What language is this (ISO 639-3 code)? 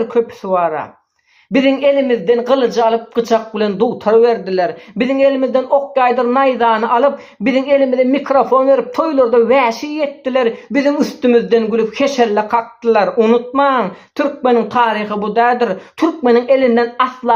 tuk